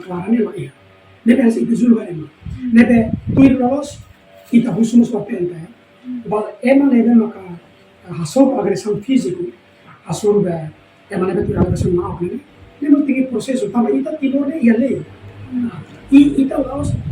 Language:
Tetum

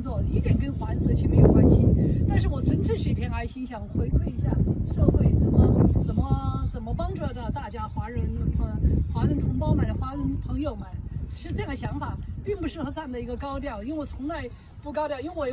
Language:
Chinese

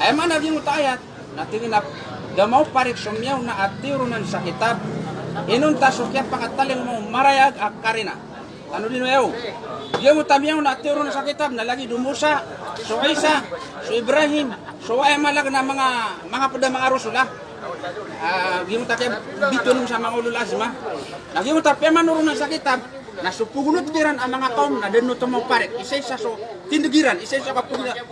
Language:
Maranao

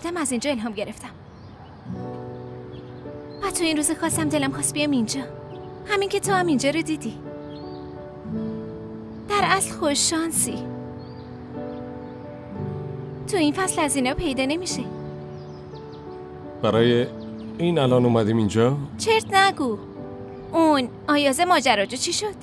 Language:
Persian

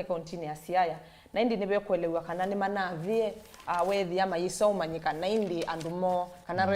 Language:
Kamba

